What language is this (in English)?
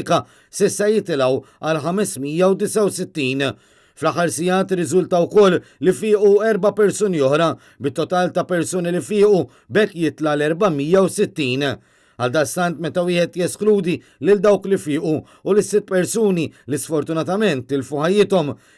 Maltese